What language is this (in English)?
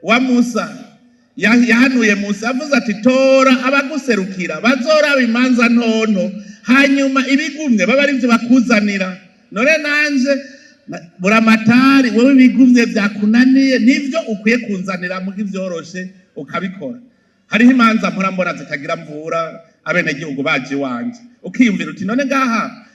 Rundi